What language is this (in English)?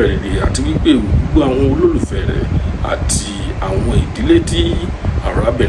Yoruba